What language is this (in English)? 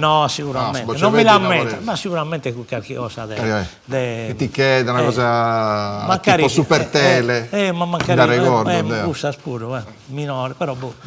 Sardinian